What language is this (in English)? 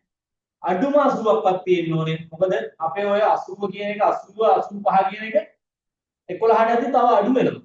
Sinhala